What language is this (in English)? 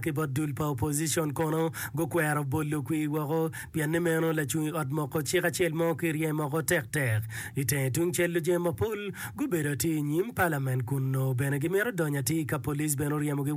Acoli